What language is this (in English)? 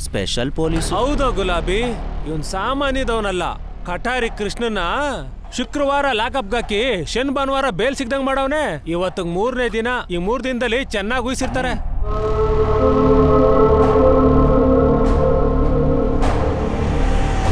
Kannada